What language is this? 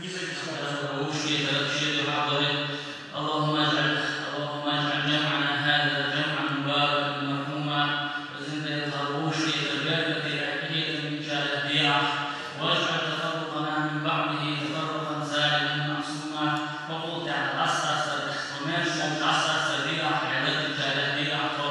Chechen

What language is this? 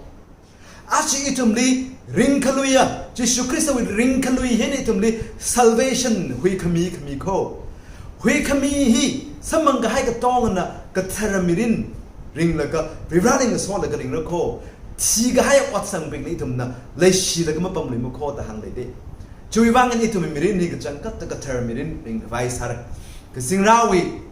Tangkhul Naga (India)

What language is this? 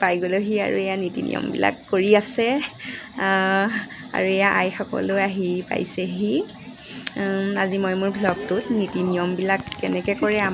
Assamese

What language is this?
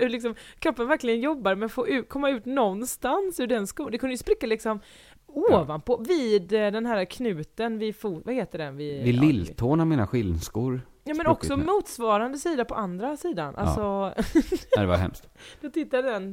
Swedish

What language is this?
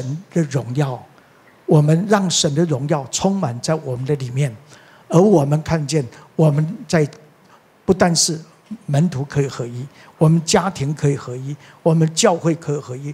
Chinese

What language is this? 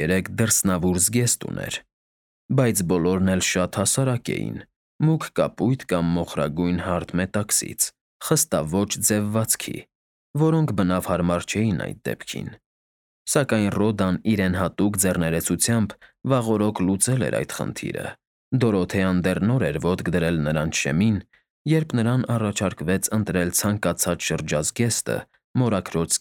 Armenian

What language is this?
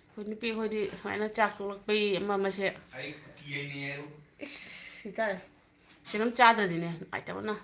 Manipuri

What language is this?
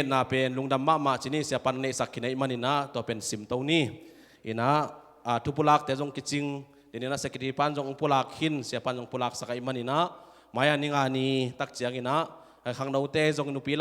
Tedim Chin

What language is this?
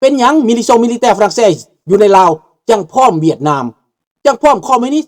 Lao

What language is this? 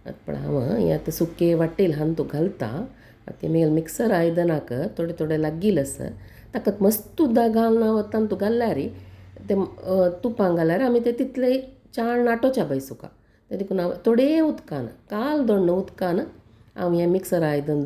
Konkani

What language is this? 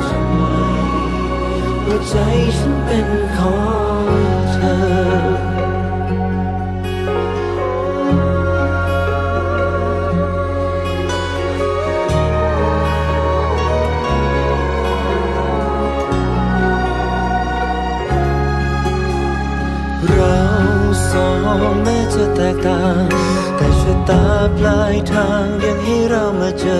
Thai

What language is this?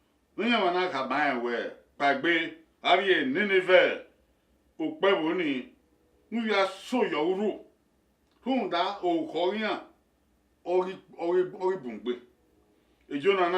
Bini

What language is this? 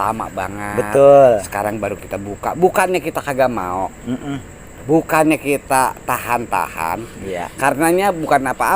Betawi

